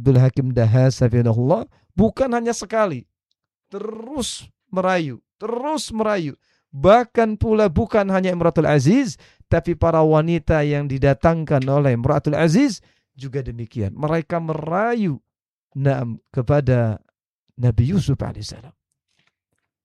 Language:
Indonesian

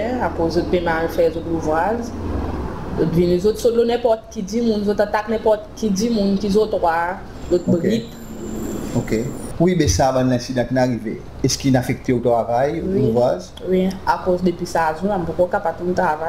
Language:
Seselwa Creole French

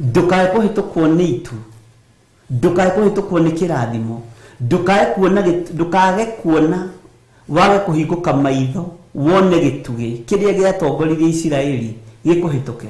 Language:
Kikuyu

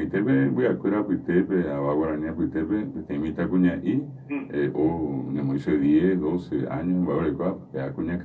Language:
Guarani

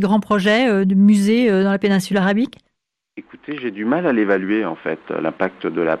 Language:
French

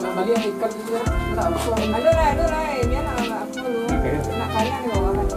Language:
Minangkabau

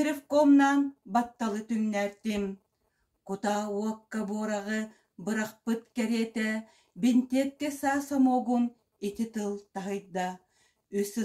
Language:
Yakut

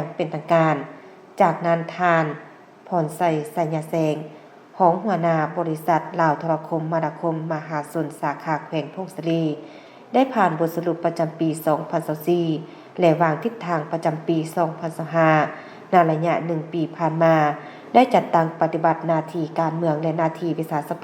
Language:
Lao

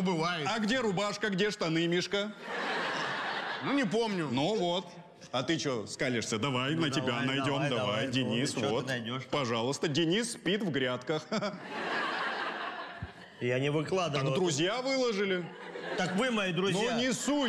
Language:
Russian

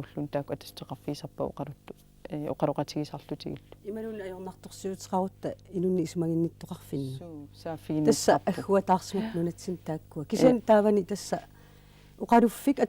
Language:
Kalaallisut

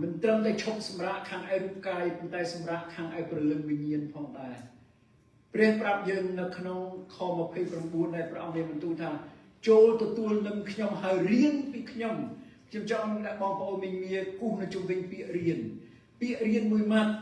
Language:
Khmer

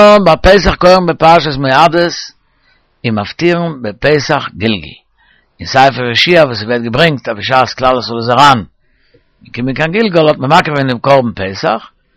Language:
Yiddish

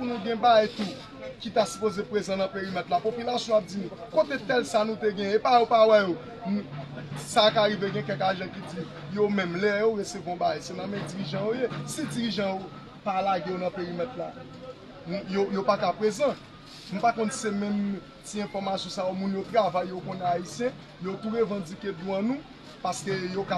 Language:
Haitian Creole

